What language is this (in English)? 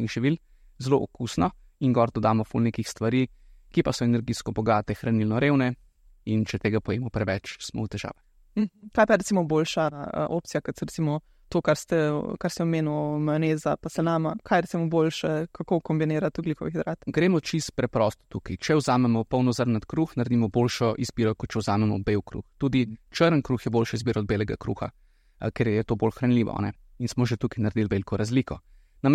Slovenian